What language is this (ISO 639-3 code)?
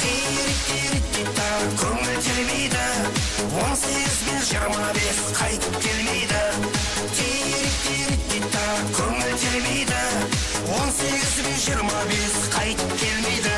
kaa